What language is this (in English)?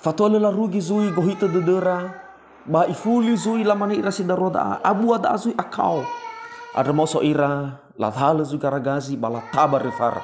Nias